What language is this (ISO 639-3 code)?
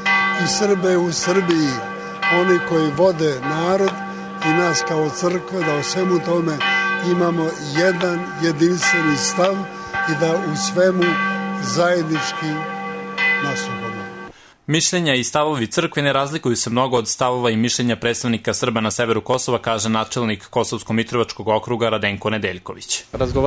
srp